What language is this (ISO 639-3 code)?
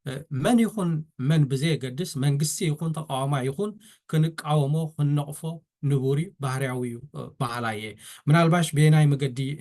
tir